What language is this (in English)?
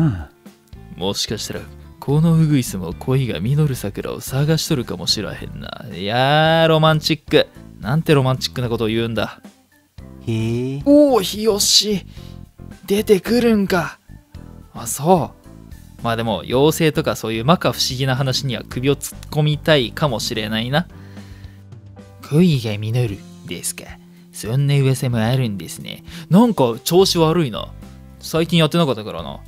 Japanese